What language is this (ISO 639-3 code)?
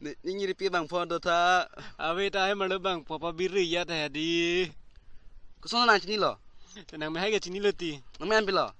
mjw